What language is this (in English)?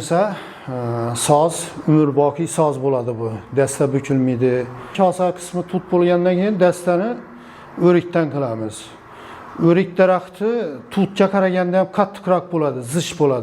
Uzbek